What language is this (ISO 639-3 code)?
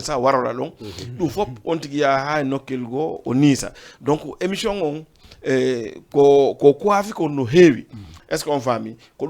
ful